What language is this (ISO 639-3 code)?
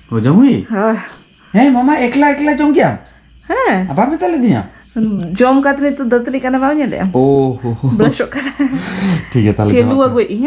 sat